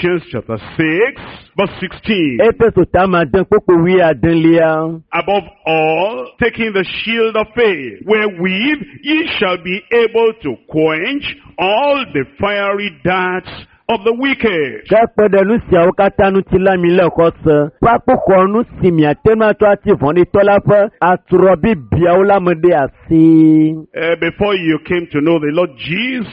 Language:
Ewe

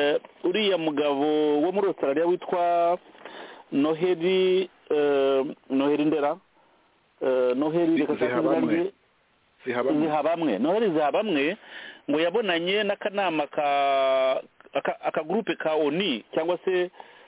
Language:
Kinyarwanda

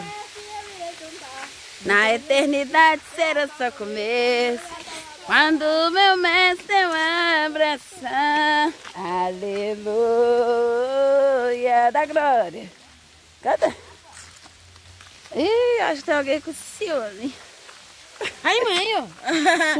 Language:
Portuguese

